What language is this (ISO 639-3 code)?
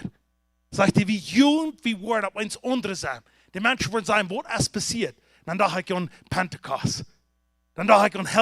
pdt